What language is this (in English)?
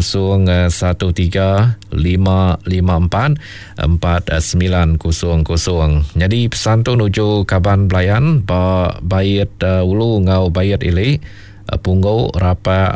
Iban